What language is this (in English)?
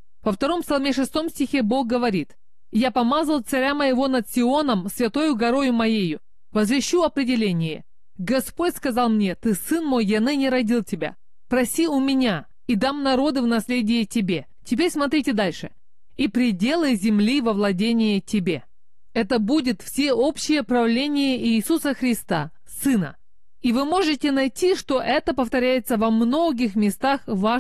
Russian